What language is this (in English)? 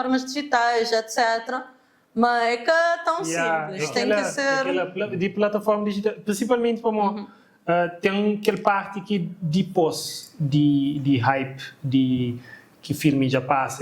Kabuverdianu